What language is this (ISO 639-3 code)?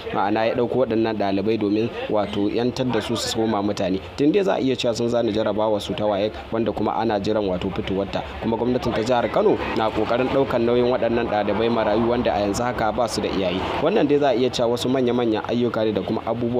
hau